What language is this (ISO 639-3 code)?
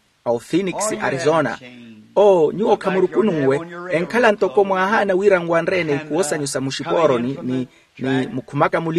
vmw